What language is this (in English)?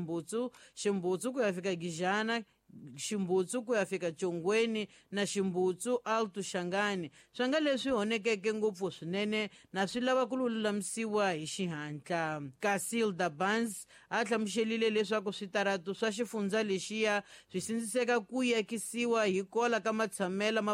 Tsonga